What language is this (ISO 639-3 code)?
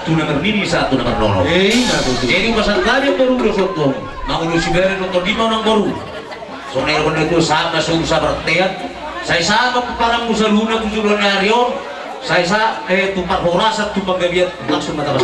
bbc